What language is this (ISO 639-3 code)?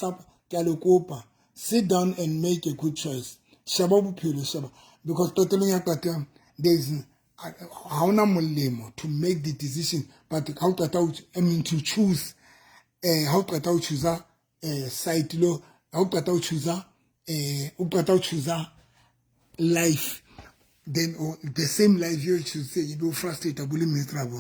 sot